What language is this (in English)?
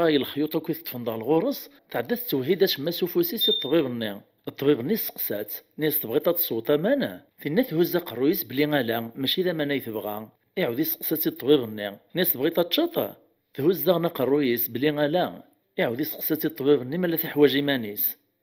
Kabyle